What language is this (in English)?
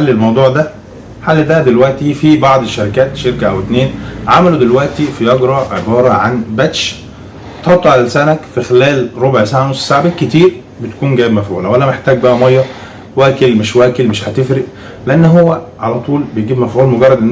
Egyptian Arabic